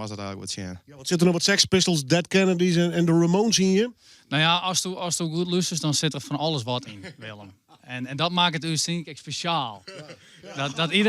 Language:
Western Frisian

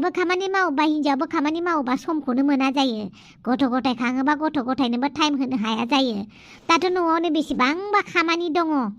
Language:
Bodo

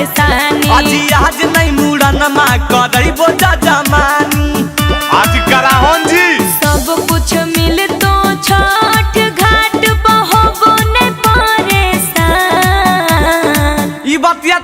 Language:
Magahi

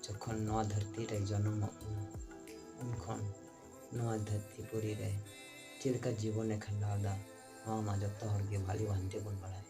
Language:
Santali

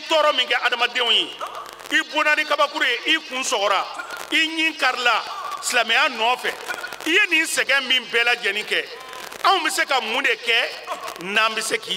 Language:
Bambara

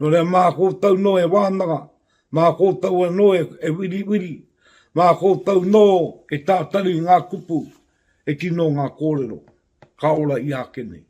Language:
Māori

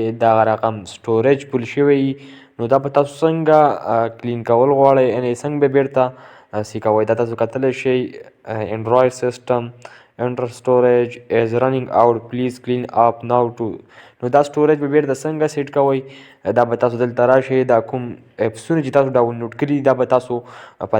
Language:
Pashto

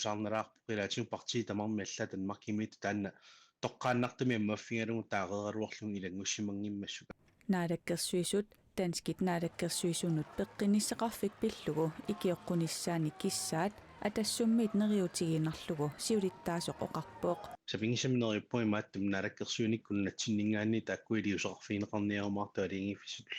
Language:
Kalaallisut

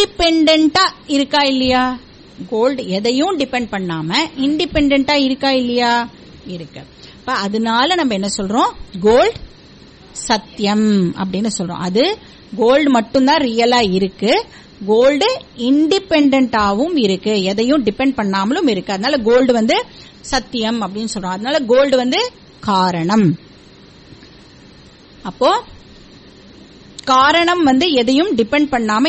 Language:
Tamil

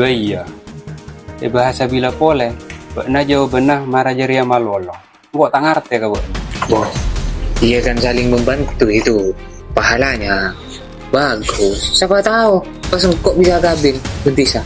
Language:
Madurese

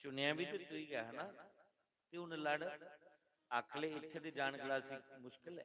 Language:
Dogri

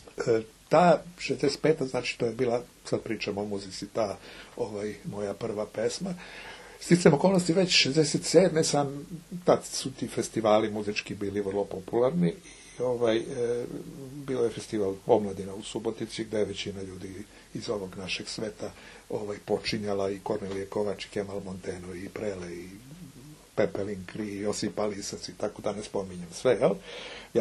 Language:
Serbian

